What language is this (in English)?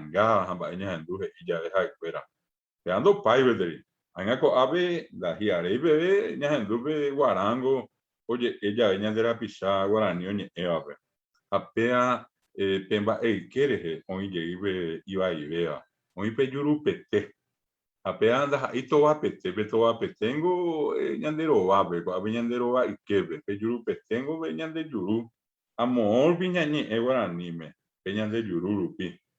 Guarani